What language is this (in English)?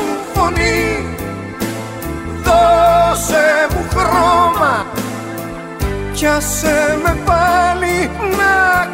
Greek